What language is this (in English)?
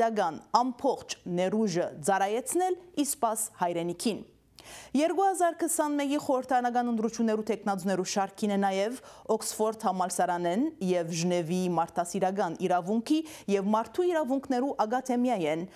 Armenian